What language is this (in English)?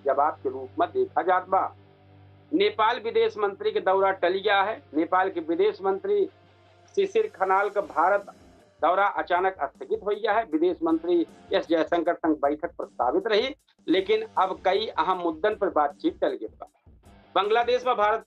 Awadhi